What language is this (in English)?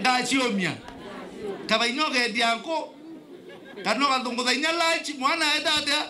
Meru